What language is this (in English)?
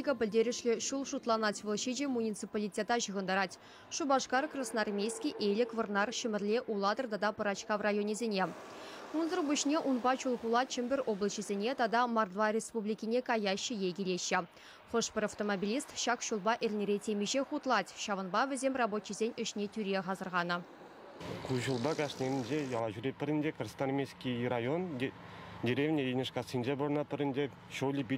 Chuvash